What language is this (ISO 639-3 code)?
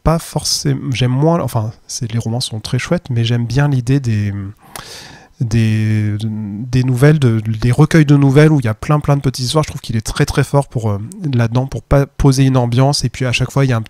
fra